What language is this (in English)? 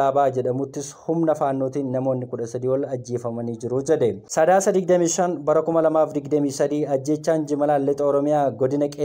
Oromo